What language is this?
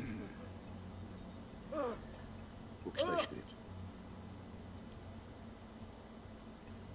Portuguese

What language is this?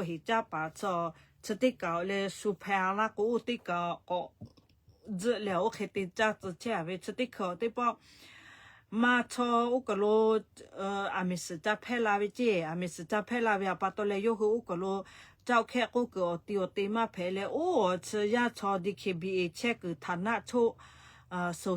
Lahu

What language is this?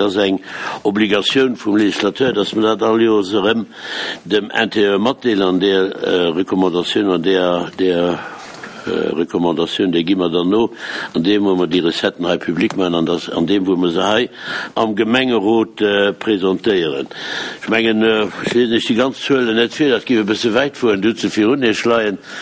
Luxembourgish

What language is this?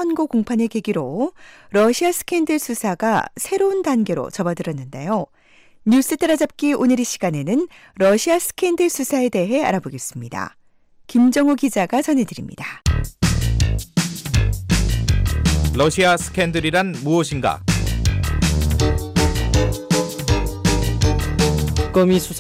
Korean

